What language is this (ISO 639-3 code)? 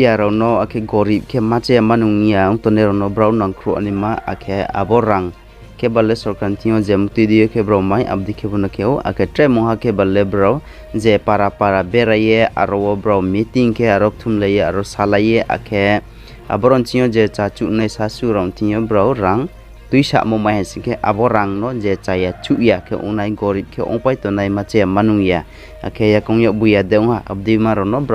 ria